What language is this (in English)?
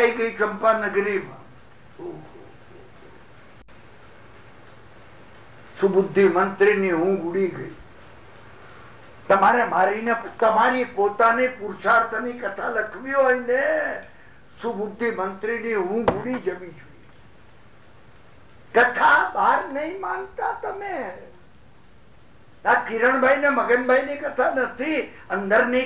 Gujarati